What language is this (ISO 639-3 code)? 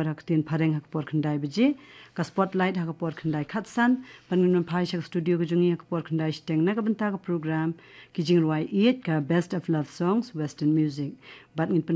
kha